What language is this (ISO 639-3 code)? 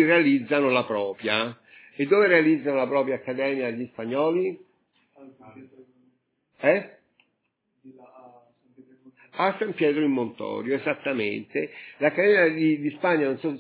ita